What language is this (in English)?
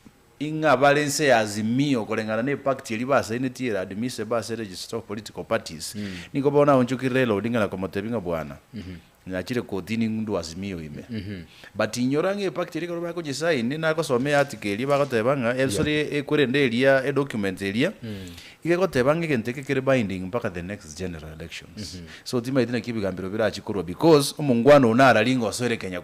Gusii